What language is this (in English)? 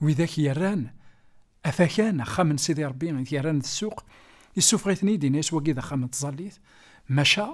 Kabyle